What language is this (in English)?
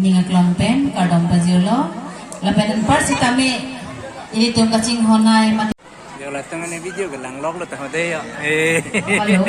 Karbi